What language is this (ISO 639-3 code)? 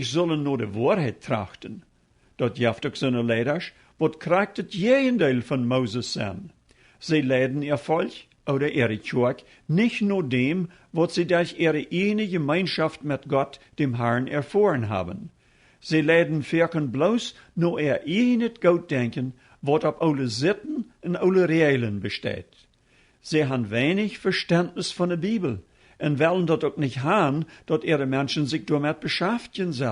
pdt